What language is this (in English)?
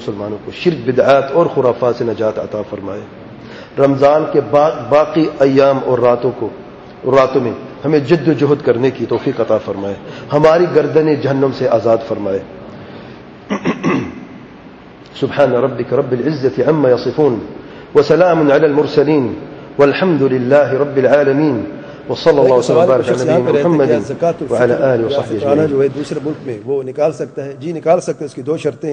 Urdu